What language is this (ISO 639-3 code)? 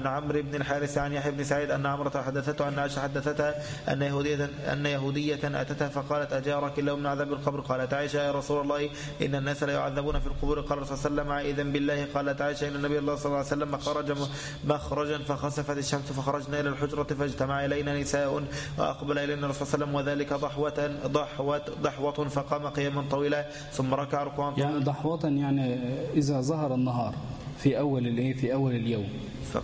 ara